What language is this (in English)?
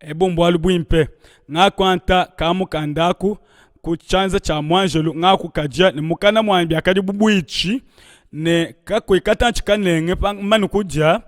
Luba-Lulua